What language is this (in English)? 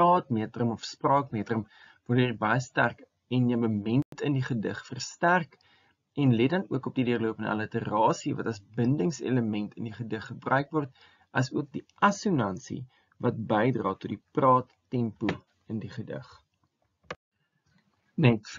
Afrikaans